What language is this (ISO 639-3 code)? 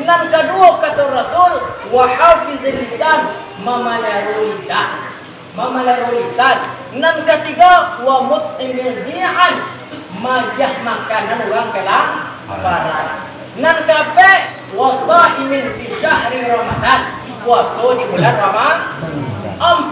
min